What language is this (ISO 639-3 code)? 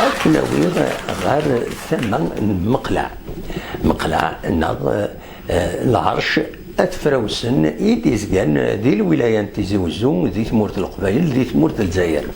kab